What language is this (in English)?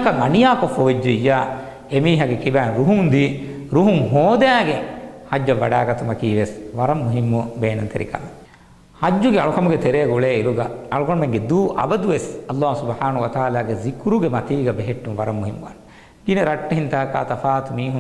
Divehi